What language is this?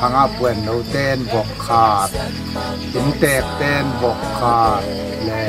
Tedim Chin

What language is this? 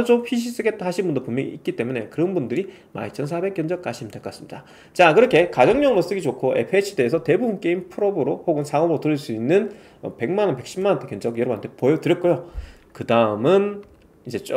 Korean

